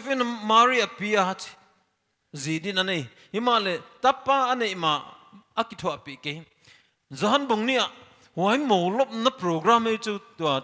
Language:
Paite Chin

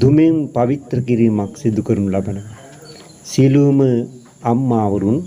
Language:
Sinhala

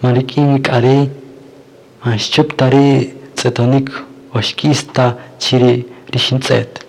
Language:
Kaqchikel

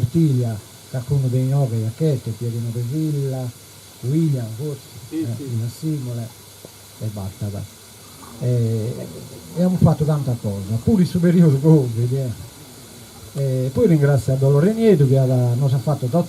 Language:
Sardinian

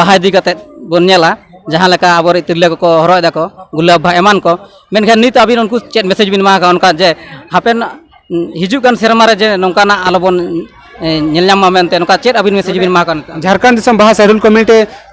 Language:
Santali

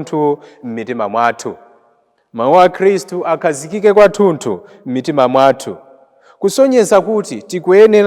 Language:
Nyanja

